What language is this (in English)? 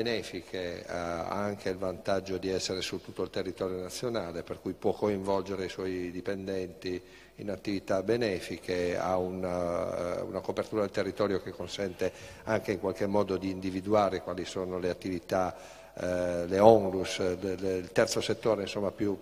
Italian